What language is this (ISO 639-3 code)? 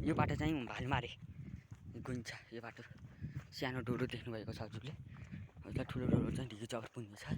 nep